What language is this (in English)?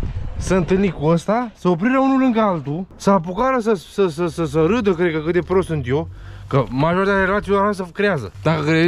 Romanian